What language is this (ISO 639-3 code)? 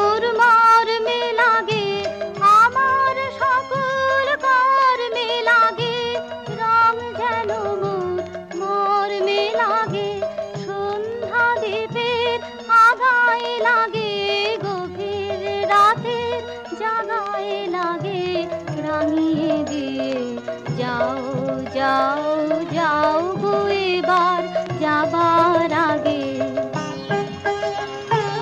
ben